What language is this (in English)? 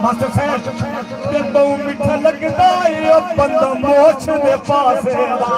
Saraiki